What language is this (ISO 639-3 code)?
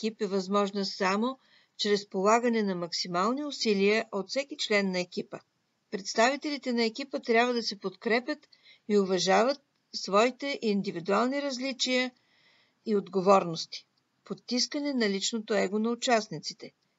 bul